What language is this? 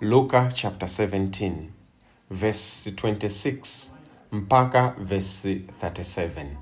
Nyanja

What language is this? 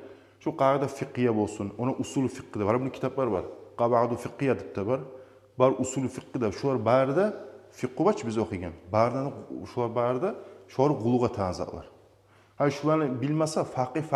Kumyk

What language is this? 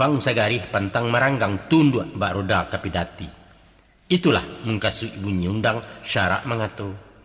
Minangkabau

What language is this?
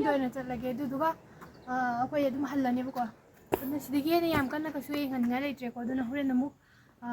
Manipuri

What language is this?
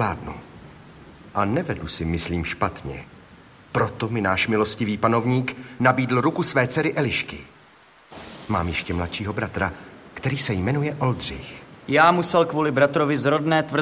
Czech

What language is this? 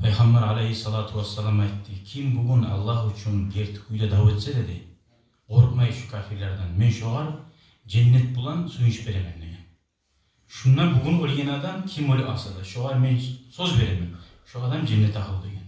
Kumyk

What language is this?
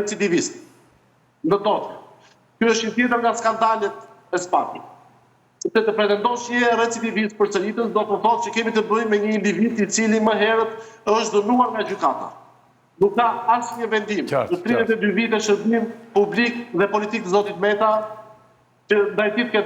Albanian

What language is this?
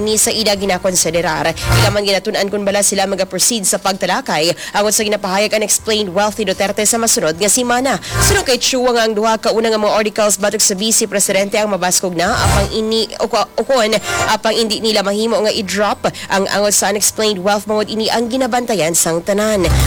Hiligaynon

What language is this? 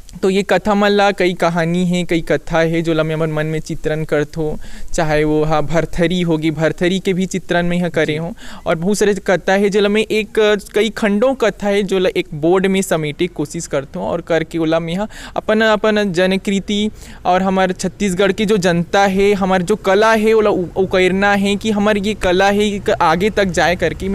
Chhattisgarhi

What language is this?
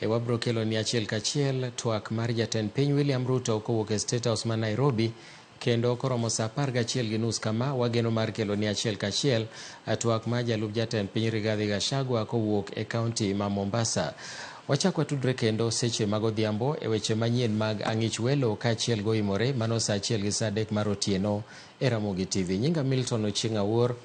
Luo (Kenya and Tanzania)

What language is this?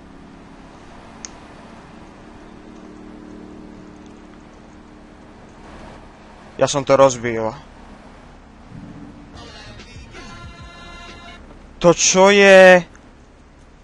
Slovak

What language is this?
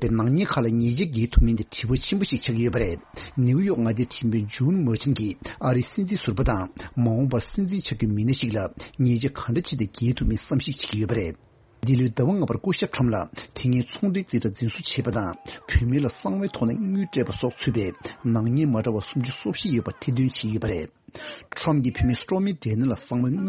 Tibetan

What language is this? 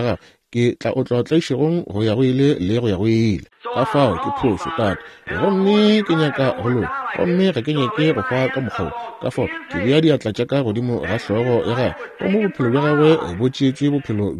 Northern Sotho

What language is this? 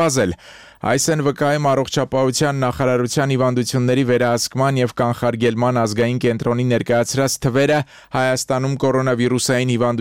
Armenian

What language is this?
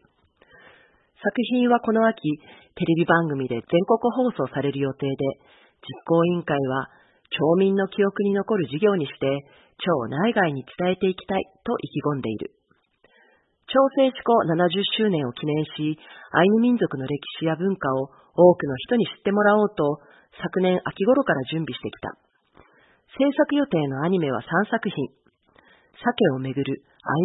Japanese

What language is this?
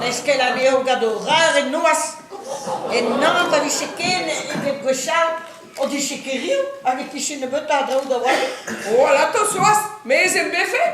Breton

